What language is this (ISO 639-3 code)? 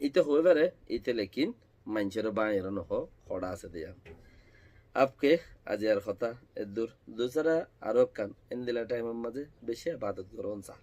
rhg